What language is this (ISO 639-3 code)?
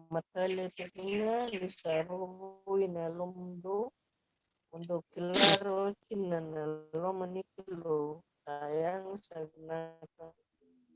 fij